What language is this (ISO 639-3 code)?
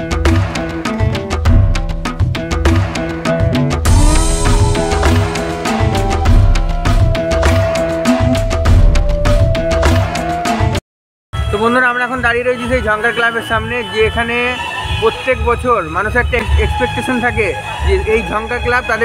ben